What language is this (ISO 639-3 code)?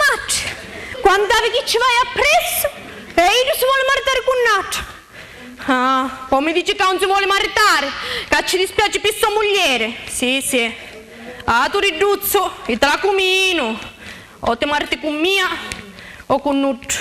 scn